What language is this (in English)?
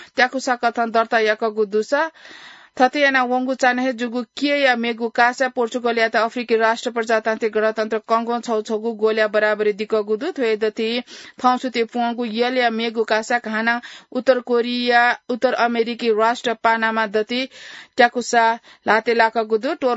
Newari